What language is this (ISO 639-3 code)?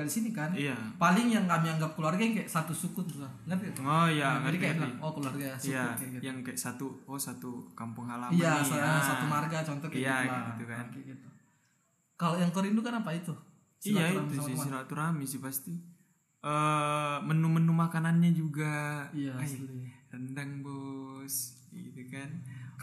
ind